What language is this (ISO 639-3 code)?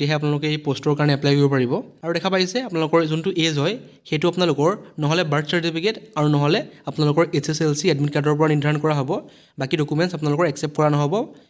asm